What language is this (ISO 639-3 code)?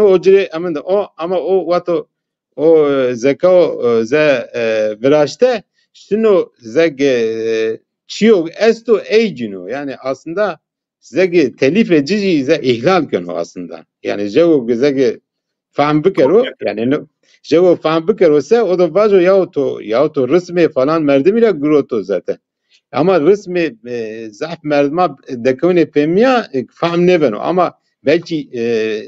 zza